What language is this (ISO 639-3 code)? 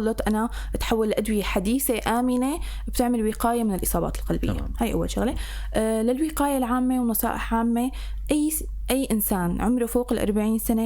apc